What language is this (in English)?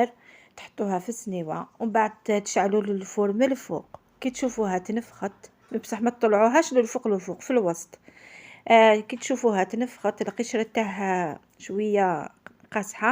Algerian Arabic